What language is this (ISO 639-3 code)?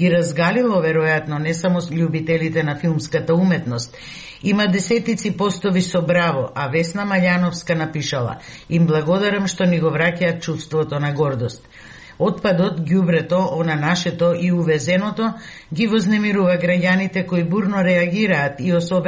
mkd